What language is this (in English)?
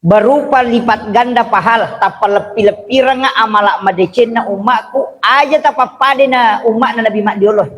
Buginese